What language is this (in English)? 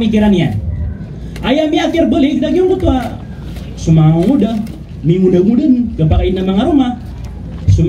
Maranao